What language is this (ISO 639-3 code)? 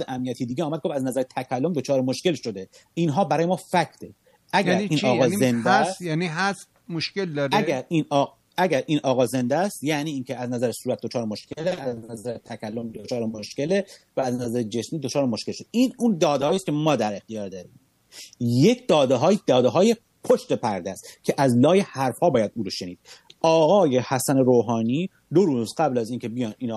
fas